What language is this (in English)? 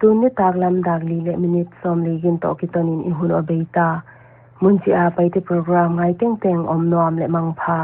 Paite Chin